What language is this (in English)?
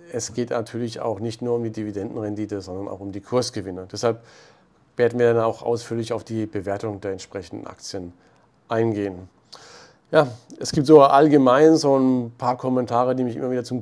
German